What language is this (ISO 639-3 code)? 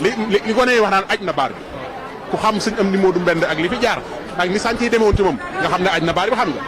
wol